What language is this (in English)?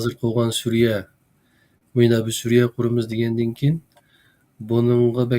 Uyghur